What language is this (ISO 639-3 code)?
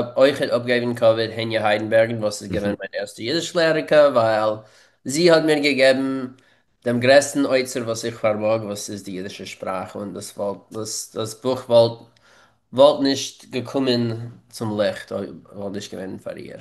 yid